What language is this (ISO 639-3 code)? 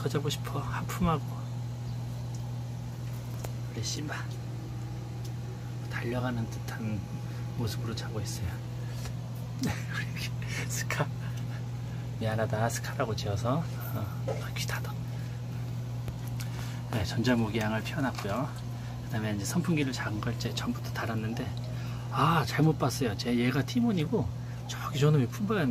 kor